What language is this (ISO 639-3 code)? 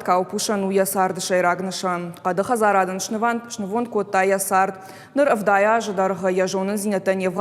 oss